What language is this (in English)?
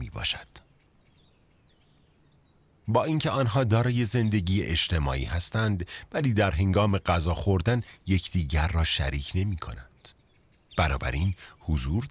Persian